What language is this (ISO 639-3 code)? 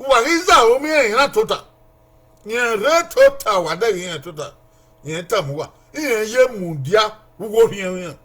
bin